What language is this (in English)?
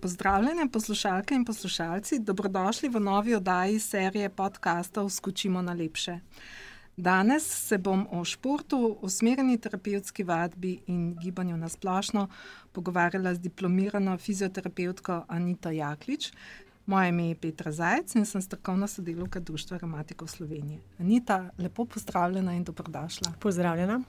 Slovenian